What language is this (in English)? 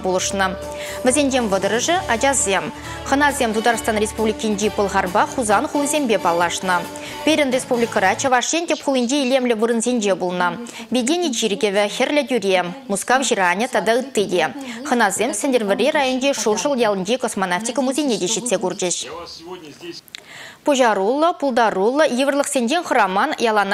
Chuvash